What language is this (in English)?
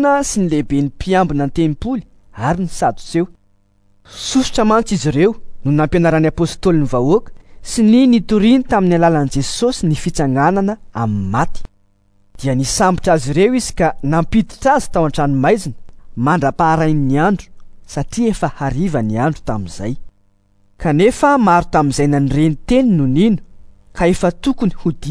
Malagasy